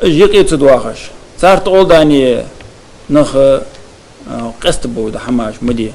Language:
Ingush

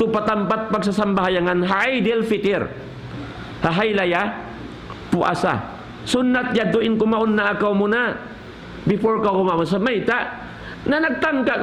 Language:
Tausug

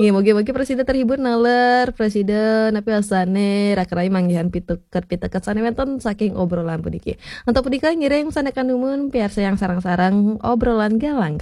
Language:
Balinese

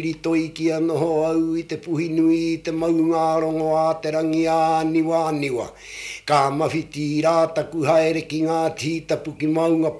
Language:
Māori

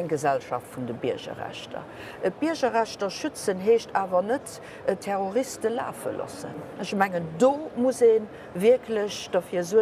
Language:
Luxembourgish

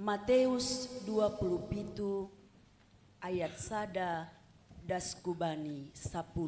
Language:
Batak Simalungun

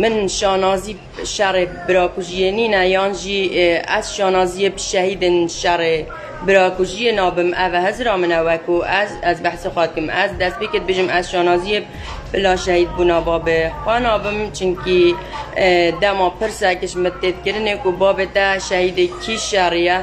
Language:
Kurdish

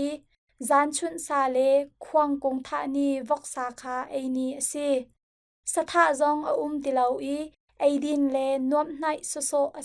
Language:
Hakha Chin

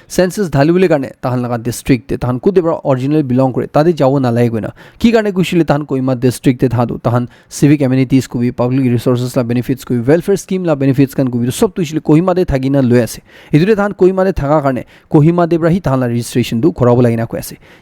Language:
Naga Pidgin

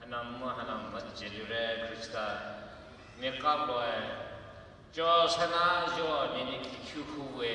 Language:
Poumei Naga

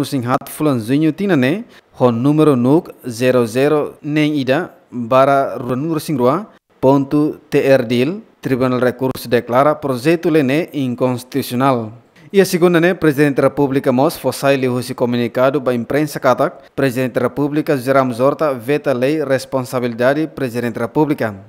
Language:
Tetum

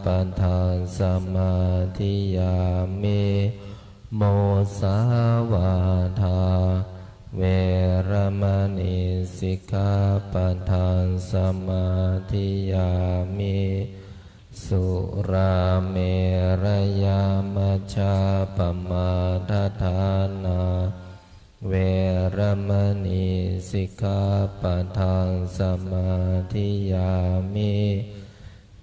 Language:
Pali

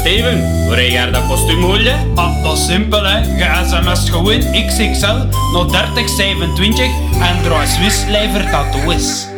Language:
Dutch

